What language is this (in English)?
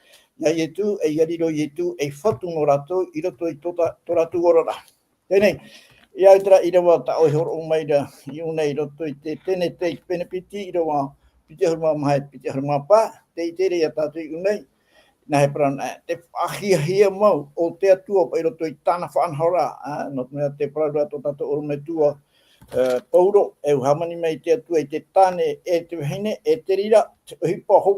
Tahitian